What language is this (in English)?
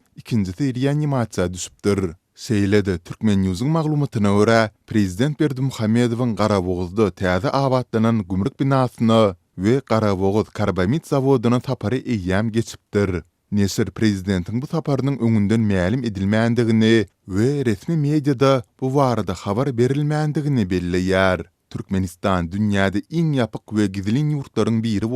Turkmen